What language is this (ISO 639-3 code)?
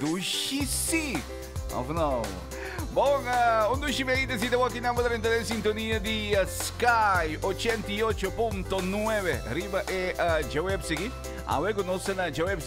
pap